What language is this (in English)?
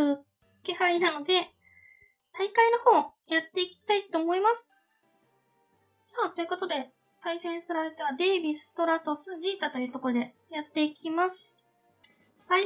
Japanese